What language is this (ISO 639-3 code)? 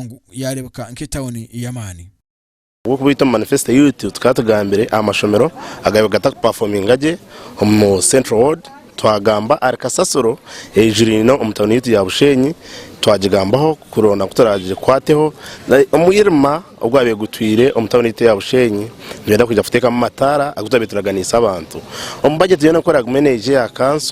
nyn